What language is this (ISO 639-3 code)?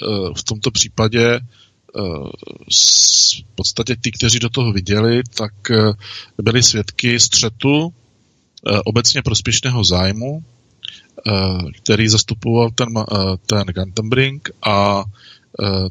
ces